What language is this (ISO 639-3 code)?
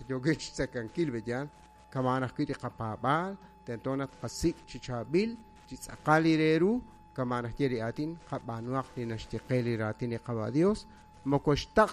kek